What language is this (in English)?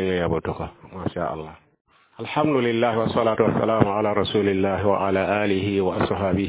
Mossi